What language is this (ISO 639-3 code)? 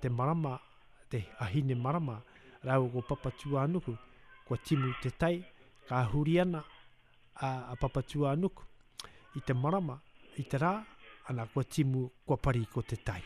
mri